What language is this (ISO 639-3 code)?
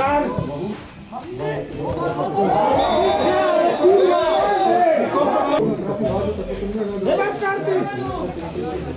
slk